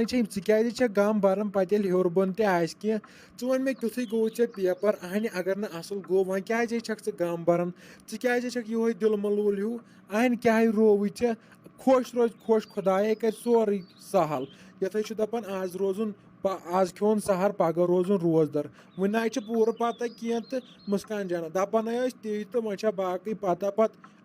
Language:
Kashmiri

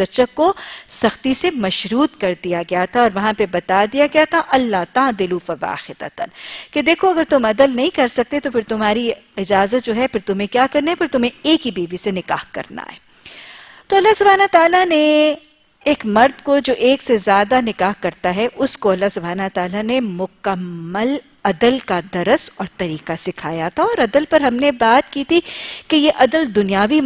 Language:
Urdu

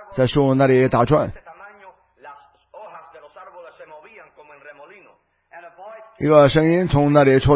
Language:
Chinese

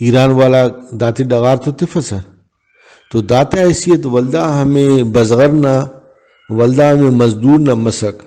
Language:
Brahui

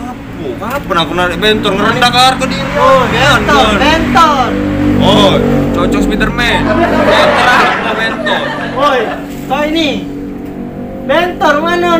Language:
Musi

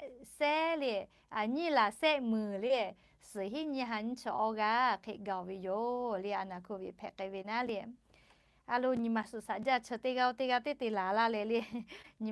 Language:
Lahu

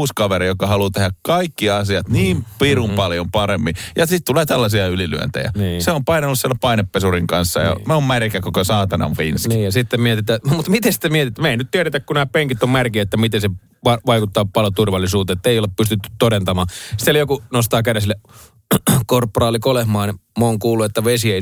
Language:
Finnish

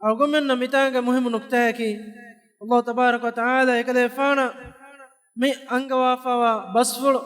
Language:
Divehi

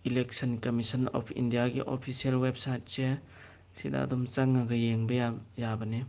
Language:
Manipuri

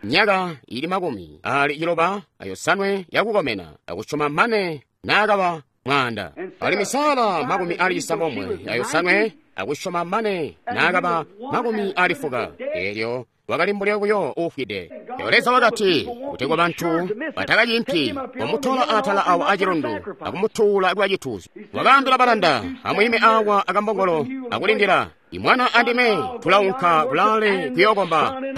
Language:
Tonga (Zambia)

